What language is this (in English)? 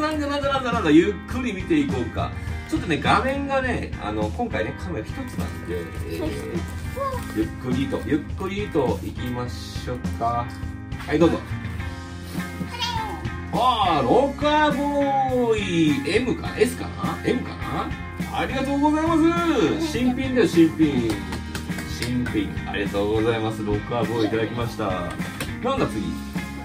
Japanese